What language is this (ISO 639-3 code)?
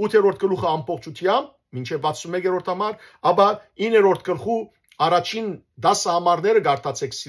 hyw